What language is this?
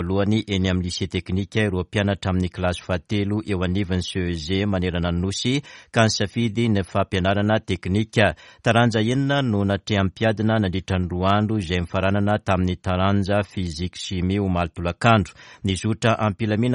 Malagasy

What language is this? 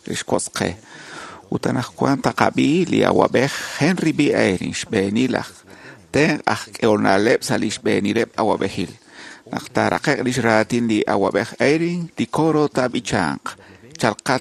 Kekchí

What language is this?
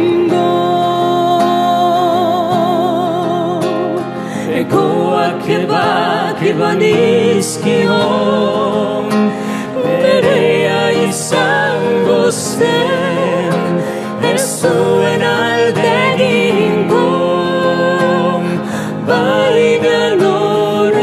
Basque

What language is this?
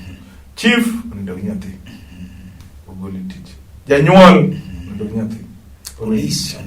Luo (Kenya and Tanzania)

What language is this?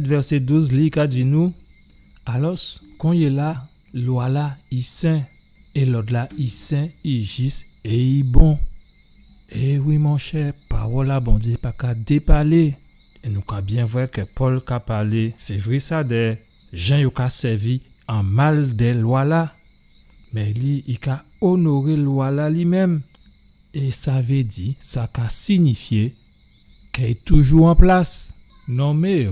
Guadeloupean Creole French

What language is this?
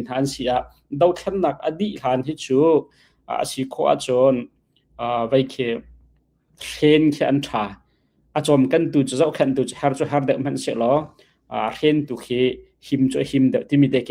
Hakha Chin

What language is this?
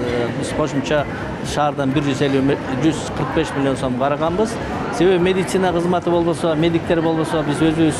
Kyrgyz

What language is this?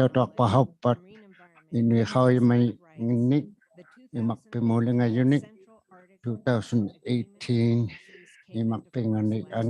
Inuktitut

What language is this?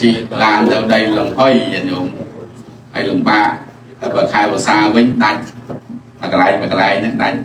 Khmer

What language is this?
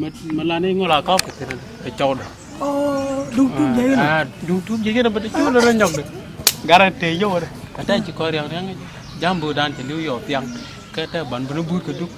Nuer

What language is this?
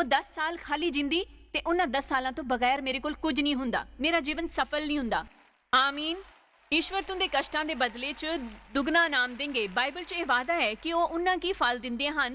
Dogri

